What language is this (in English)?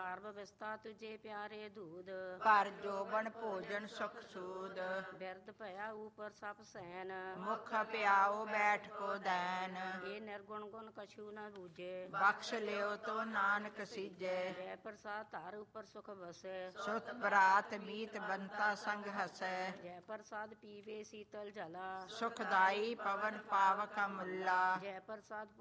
Punjabi